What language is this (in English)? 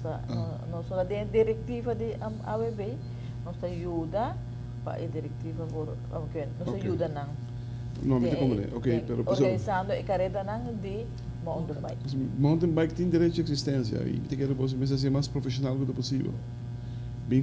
Papiamento